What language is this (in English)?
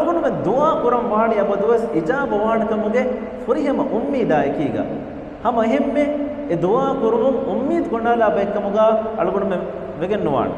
Divehi